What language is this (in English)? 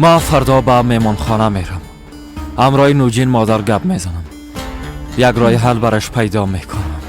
Persian